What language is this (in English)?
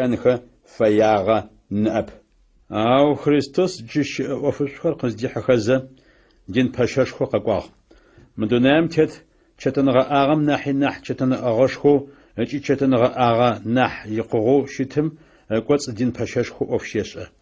Adyghe